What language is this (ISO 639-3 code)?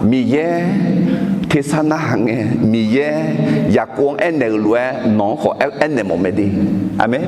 ahk